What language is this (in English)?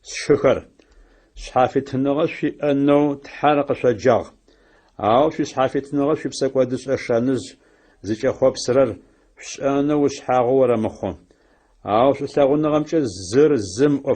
Adyghe